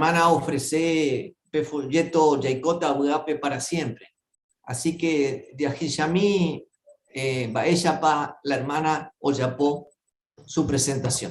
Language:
Guarani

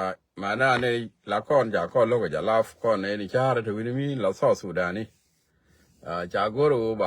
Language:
Nuer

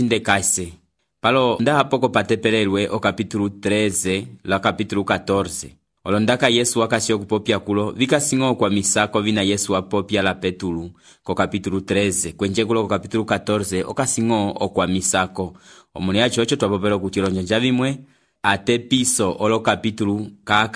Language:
Umbundu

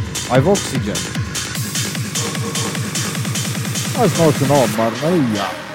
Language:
Afrikaans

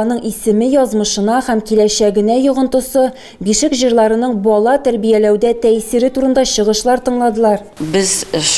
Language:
Tatar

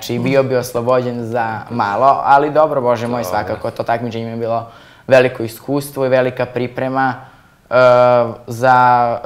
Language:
Serbian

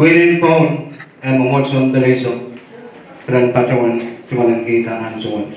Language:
Pohnpeian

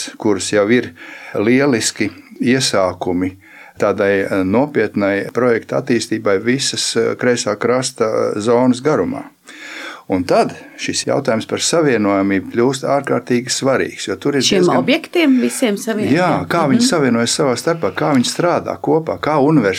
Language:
Latvian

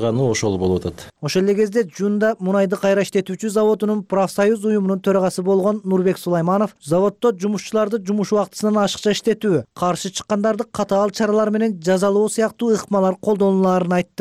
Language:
Kyrgyz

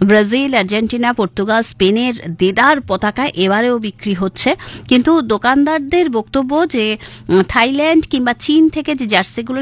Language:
Bangla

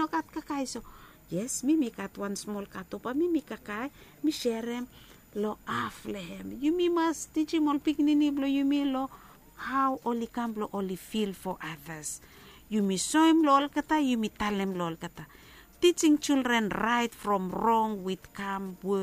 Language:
Bislama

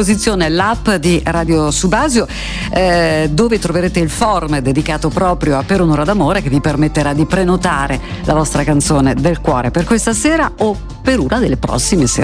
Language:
Italian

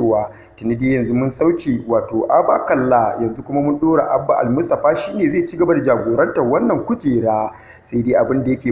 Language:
Hausa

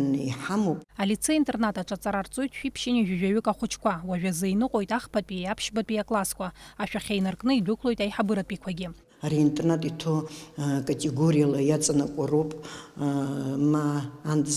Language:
Abkhazian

